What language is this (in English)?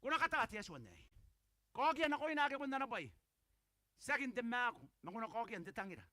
Gilbertese